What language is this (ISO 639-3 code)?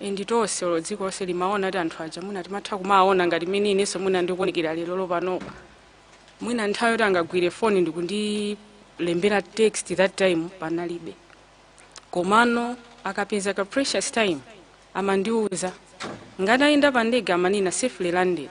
nya